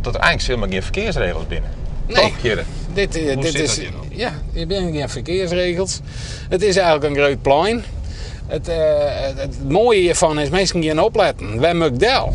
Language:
Western Frisian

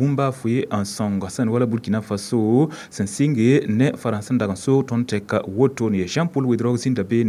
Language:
Mossi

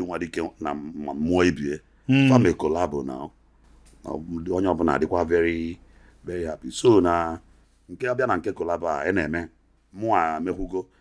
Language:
Igbo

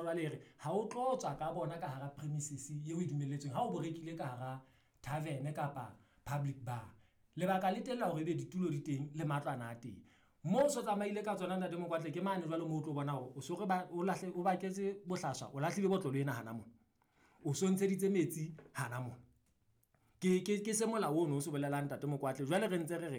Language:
Southern Sotho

